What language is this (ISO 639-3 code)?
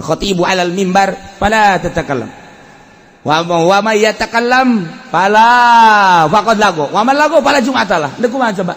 sun